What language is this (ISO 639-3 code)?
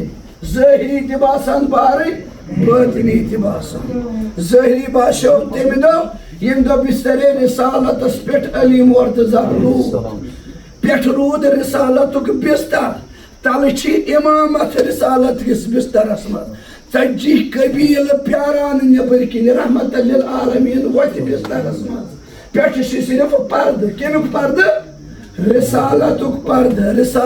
kas